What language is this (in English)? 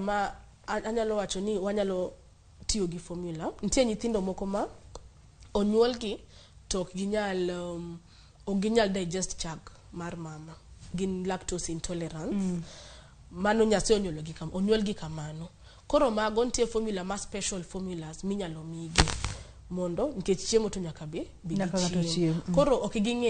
Luo (Kenya and Tanzania)